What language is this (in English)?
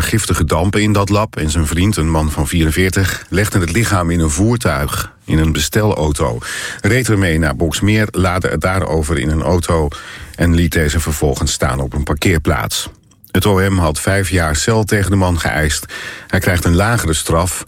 Dutch